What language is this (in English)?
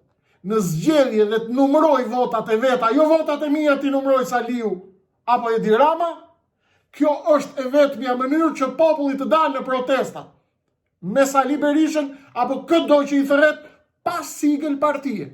Albanian